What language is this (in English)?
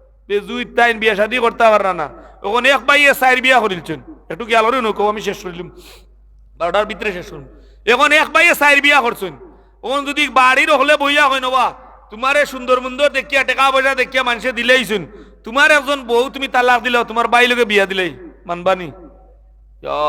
Sylheti